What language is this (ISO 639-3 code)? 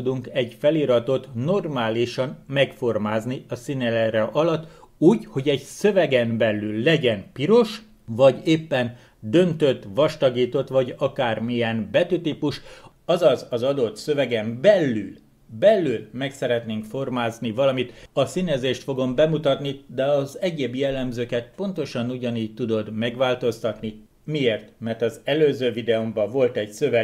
hun